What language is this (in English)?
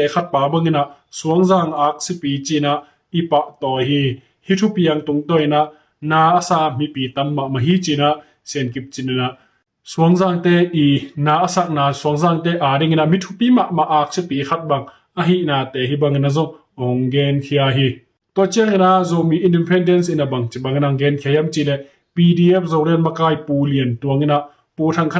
Tedim Chin